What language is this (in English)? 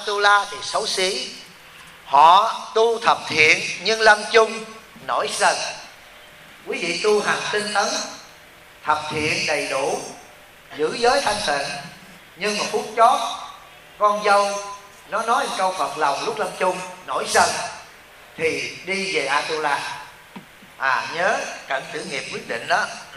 Vietnamese